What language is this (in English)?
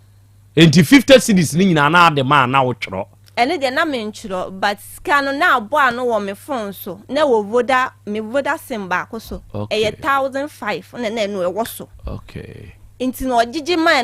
Akan